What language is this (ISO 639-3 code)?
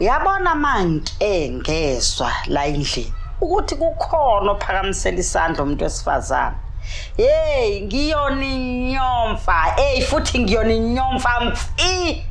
zul